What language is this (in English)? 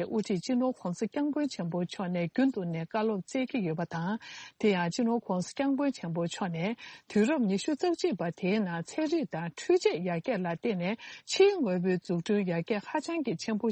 Tibetan